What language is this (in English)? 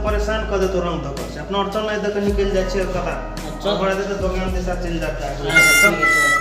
Maithili